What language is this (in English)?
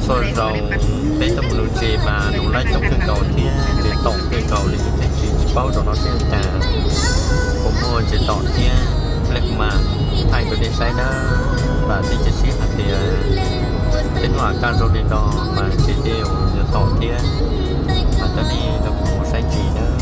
Hmong